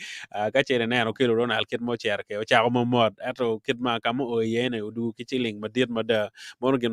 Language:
Acoli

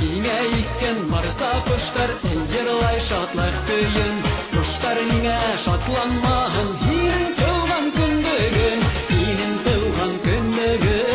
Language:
Bashkir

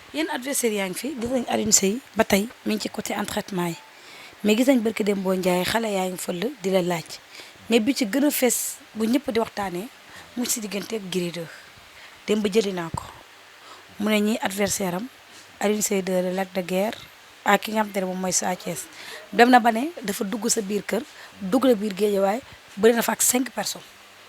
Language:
Wolof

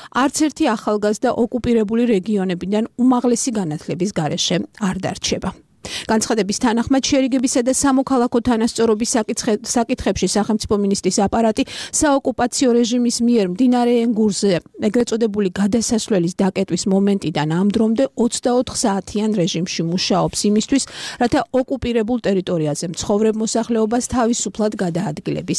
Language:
Georgian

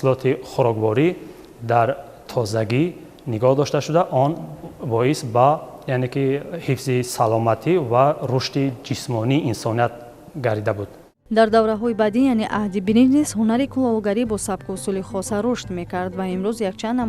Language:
Tajik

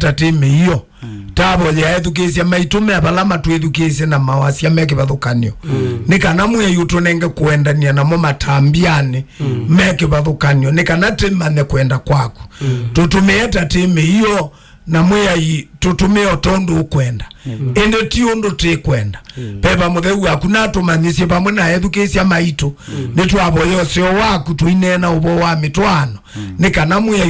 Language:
Kamba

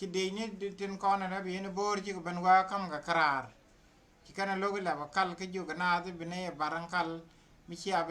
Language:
Nuer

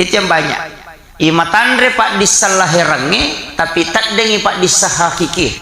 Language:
Buginese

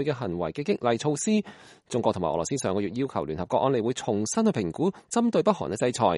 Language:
Cantonese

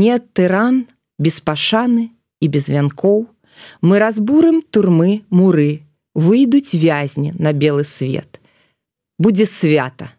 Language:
Belarusian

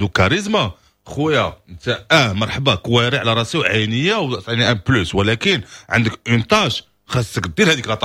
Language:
Moroccan Arabic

